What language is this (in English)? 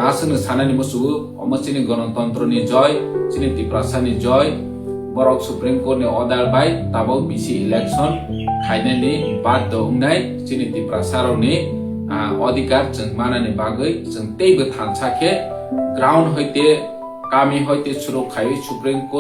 Kok Borok